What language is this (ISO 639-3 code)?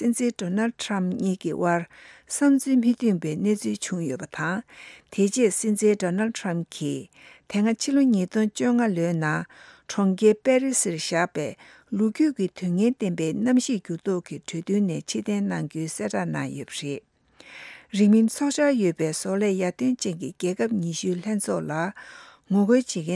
bod